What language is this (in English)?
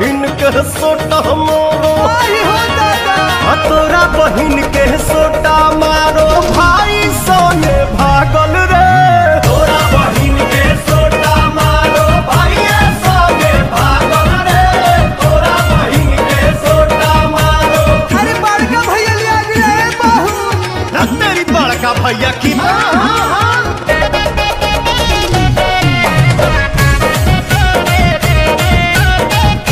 Bhojpuri